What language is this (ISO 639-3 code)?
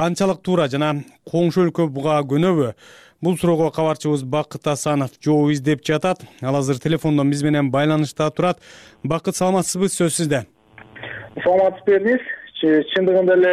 kir